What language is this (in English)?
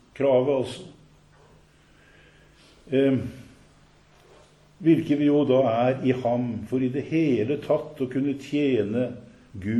Norwegian